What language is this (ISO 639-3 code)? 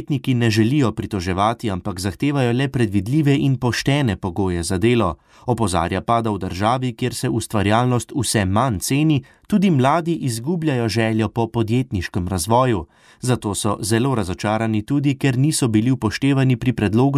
slv